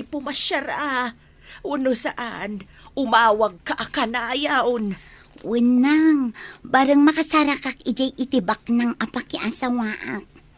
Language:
Iloko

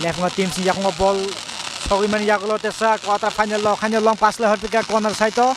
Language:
Kok Borok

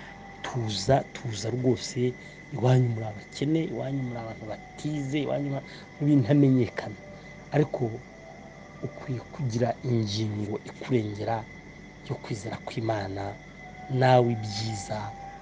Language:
Kinyarwanda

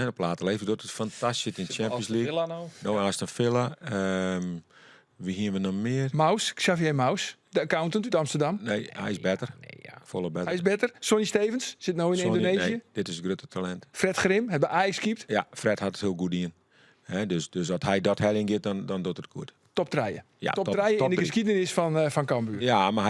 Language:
Western Frisian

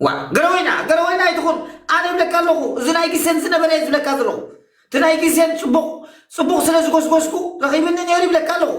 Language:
Tigrinya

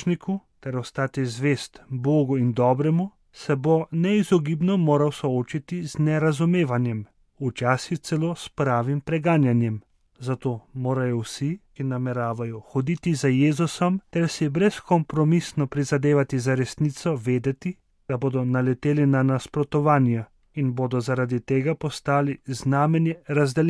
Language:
Slovenian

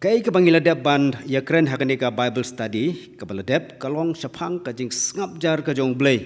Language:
Khasi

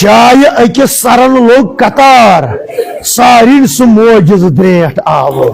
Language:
Kashmiri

